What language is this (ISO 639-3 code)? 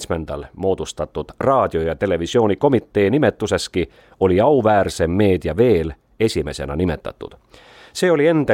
est